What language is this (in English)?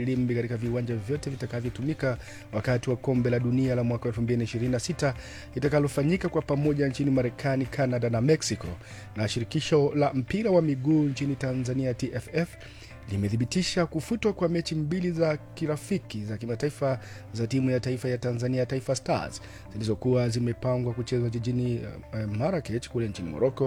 Swahili